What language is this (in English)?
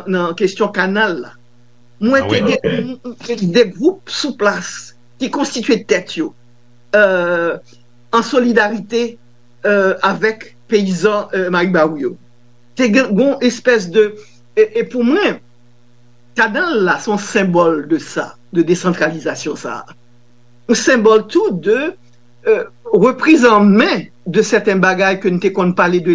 Haitian Creole